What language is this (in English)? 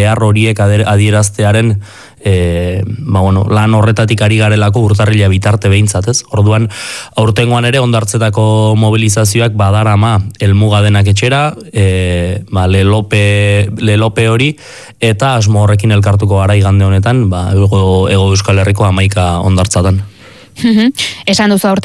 Basque